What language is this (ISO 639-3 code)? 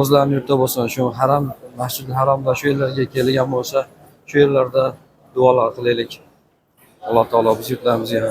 uzb